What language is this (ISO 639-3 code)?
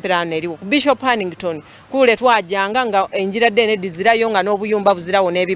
xog